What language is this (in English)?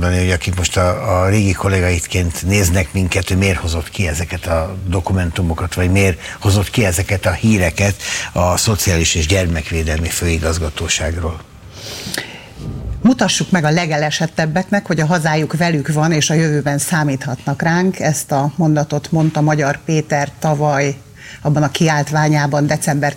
Hungarian